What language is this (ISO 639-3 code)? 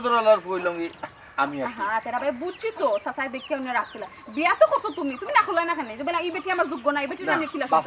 syl